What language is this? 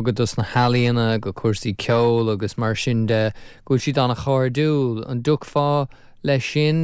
Irish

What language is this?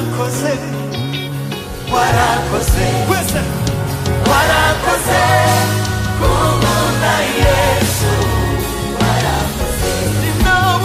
Kinyarwanda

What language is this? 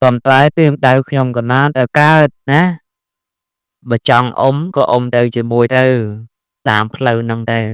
Khmer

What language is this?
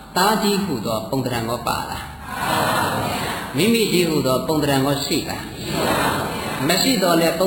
Burmese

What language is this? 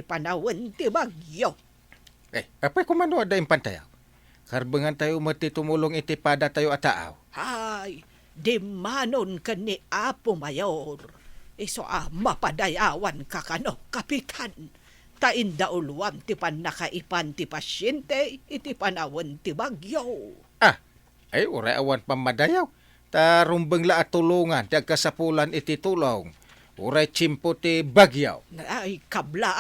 Iloko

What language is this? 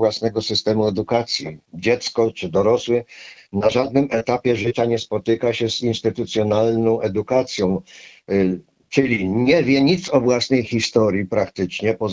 Polish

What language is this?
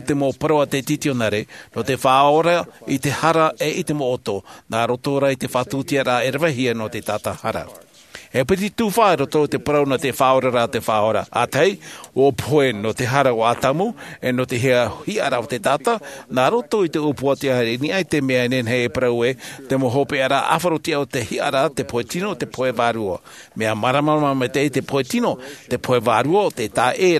Tahitian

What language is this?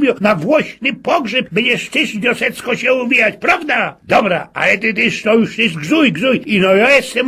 Silesian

